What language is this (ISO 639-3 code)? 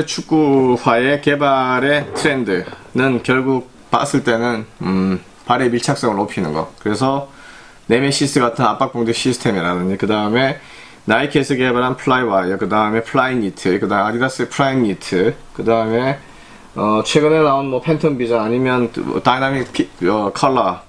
kor